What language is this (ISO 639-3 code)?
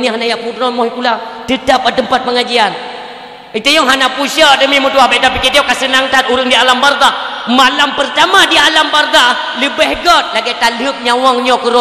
ace